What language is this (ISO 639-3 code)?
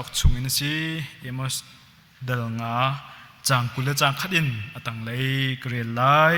cnh